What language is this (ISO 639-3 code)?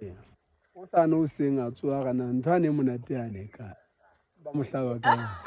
sot